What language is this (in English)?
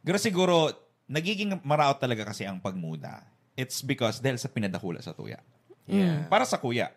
Bikol